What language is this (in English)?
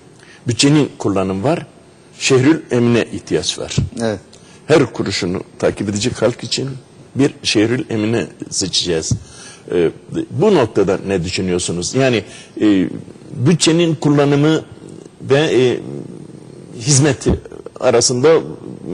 Turkish